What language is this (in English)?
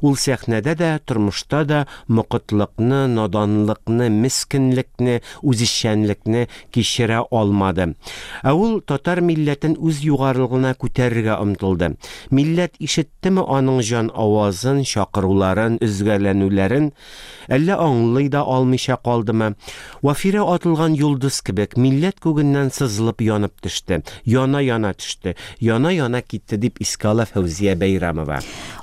Tatar